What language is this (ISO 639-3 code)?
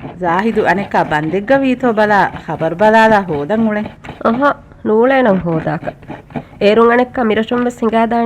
div